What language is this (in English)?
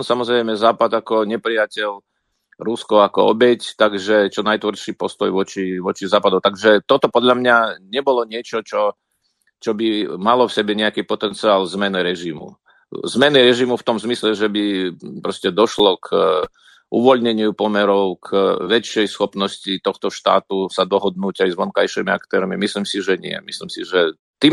Slovak